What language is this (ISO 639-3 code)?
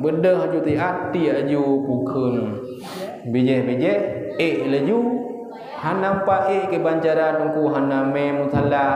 ace